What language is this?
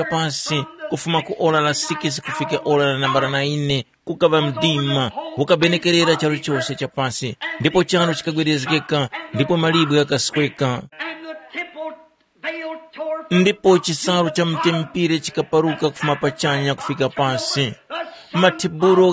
Tumbuka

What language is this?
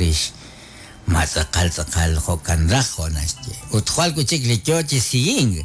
Kekchí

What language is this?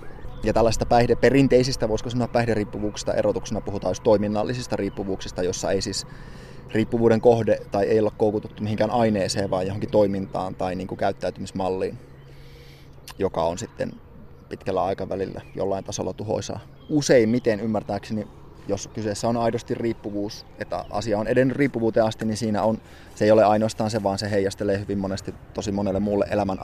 Finnish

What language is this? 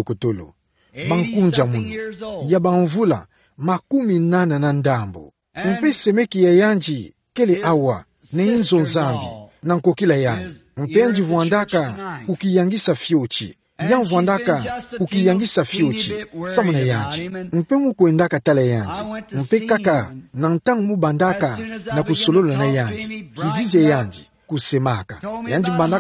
Kituba (Democratic Republic of Congo)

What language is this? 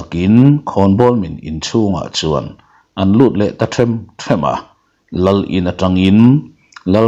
Mizo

